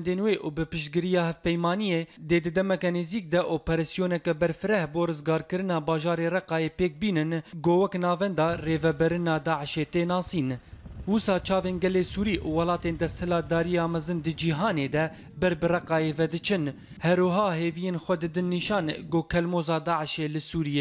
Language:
Kurdish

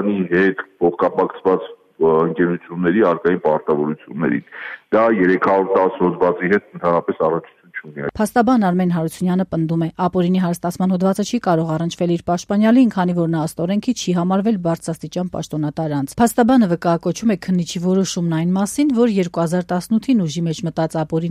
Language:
Armenian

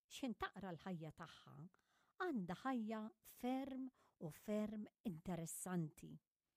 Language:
Maltese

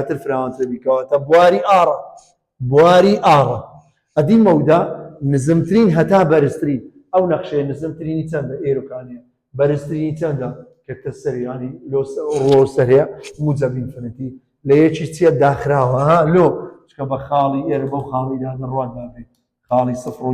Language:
Central Kurdish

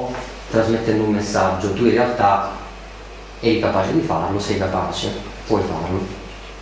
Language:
Italian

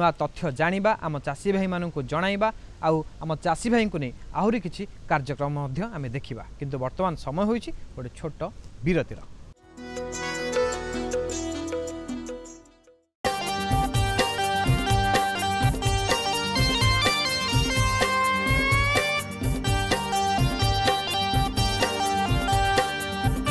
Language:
Odia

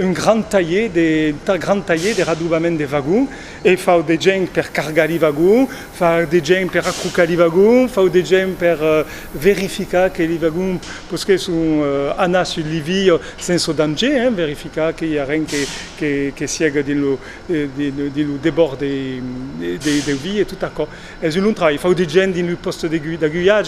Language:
Occitan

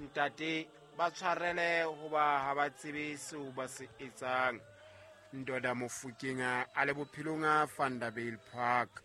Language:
Southern Sotho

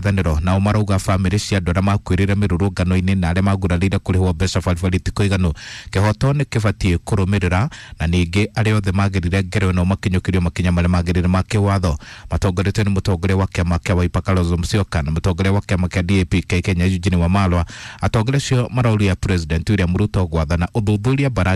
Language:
Kikuyu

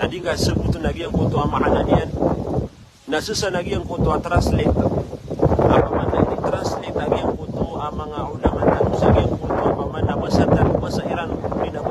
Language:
Maranao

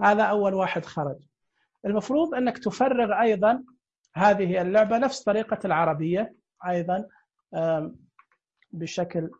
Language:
Najdi Arabic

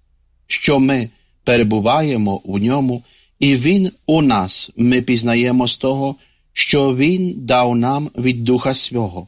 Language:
Ukrainian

